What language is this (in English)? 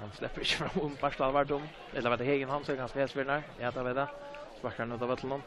Faroese